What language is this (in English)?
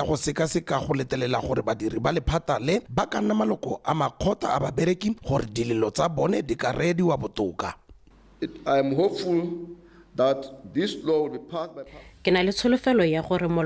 Tswana